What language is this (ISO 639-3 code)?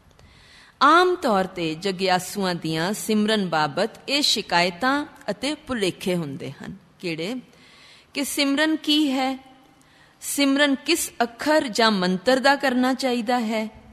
pan